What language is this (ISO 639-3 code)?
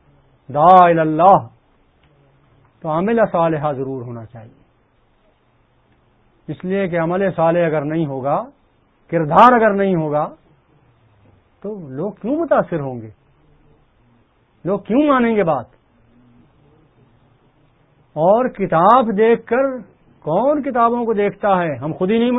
urd